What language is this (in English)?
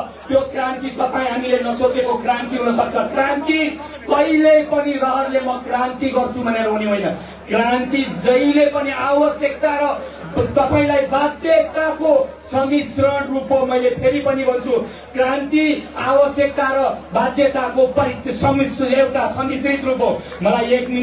Nepali